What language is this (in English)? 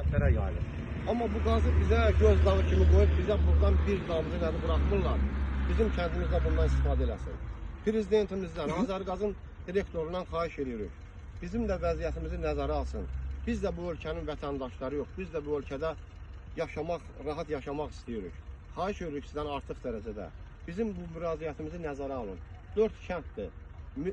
Azerbaijani